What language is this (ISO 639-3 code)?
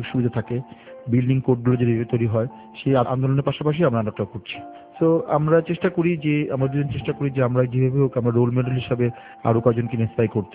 ben